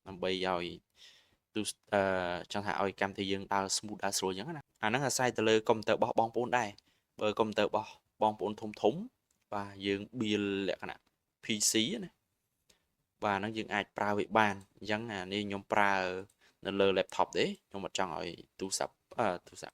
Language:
Khmer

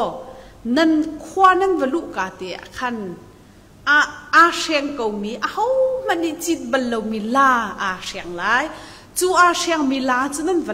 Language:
Hakha Chin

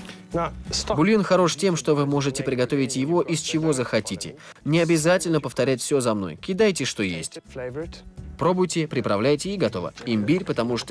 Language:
Russian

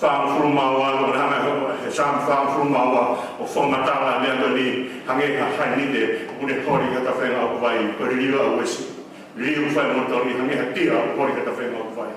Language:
Tongan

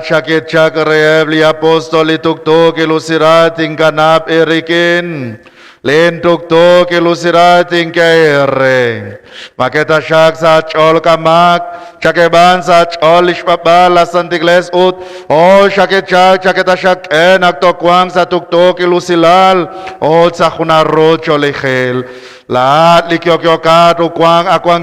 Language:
Kekchí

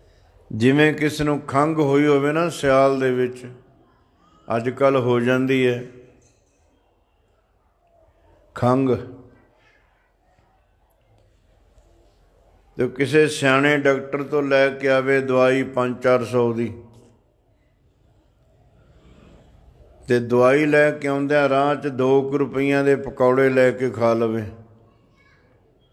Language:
Punjabi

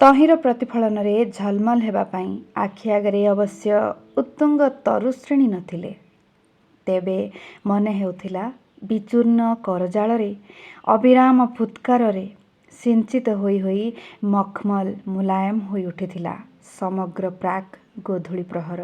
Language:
Odia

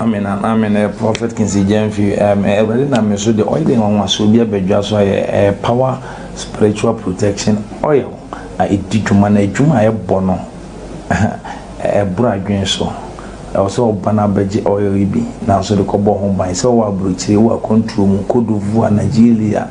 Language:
Akan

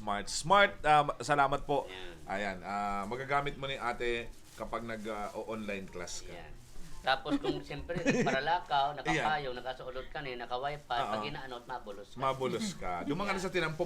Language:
Bikol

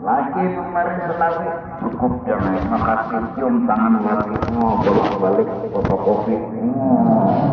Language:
Banjar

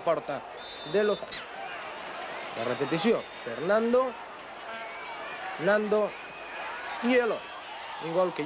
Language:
Catalan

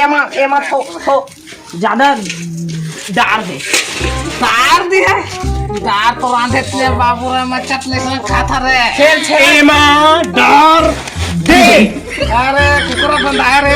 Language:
Chhattisgarhi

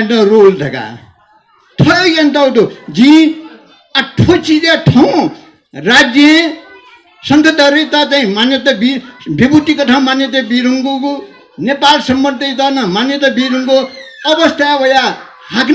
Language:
Newari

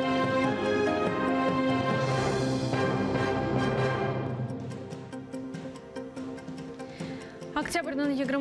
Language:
Crimean Tatar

